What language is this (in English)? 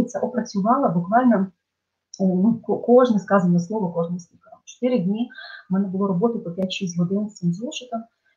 Ukrainian